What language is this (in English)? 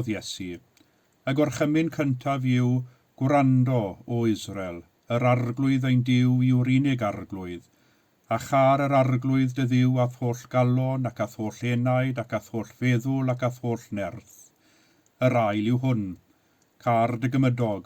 Welsh